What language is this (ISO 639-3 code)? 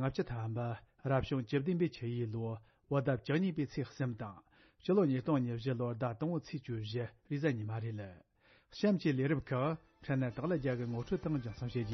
bod